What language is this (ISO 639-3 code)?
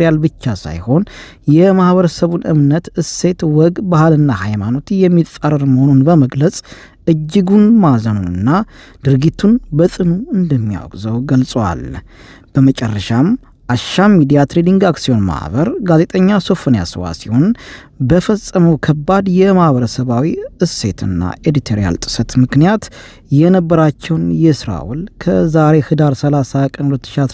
amh